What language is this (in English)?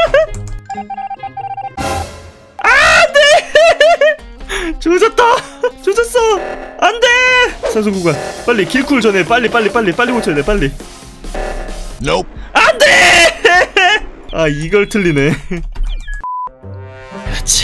Korean